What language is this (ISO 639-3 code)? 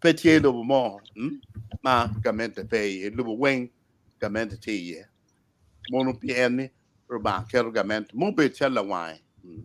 ach